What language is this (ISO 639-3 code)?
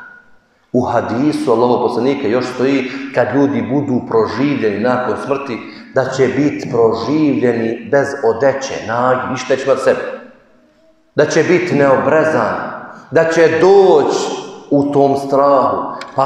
bos